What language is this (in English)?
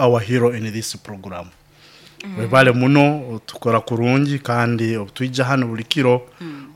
Nyoro